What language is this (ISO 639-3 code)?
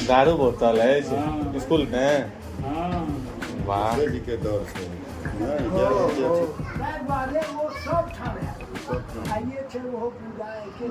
mai